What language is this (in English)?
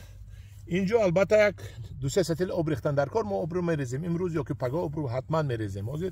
Tajik